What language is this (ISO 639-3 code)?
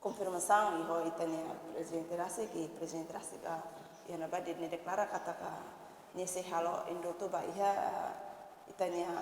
tet